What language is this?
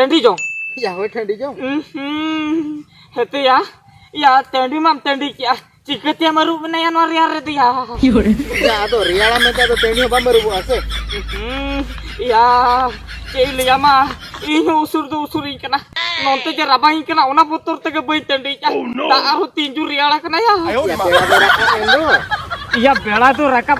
Santali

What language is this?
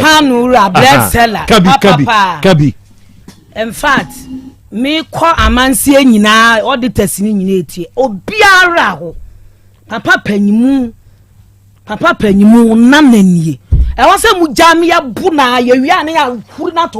Akan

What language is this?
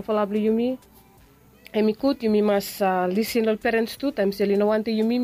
Bislama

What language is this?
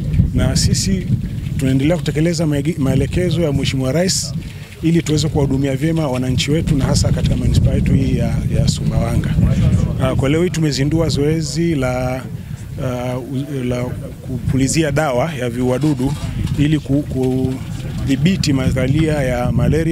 Swahili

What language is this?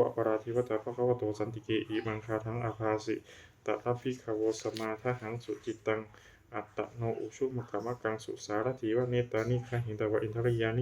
Pali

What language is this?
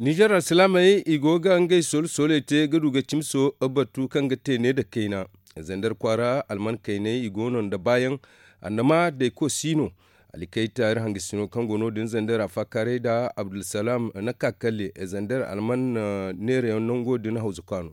Zarma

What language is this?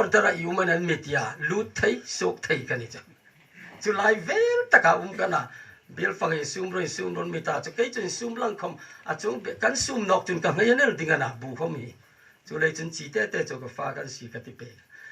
Hmar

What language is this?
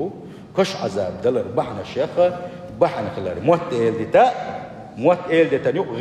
Chechen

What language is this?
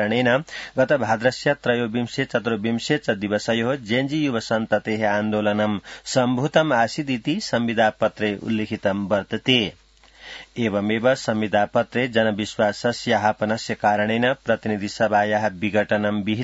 Sanskrit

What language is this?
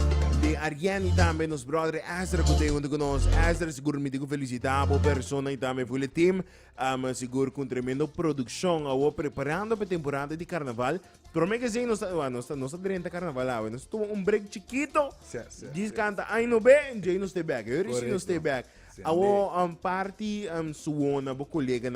Papiamento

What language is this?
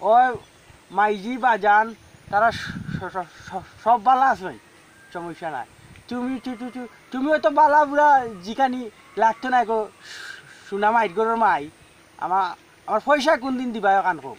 Sylheti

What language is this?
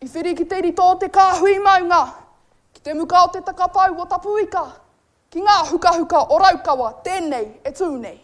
Māori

